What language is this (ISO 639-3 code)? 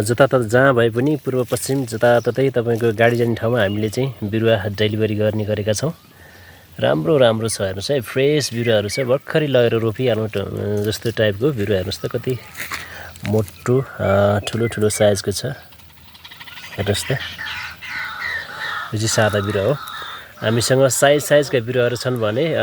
nep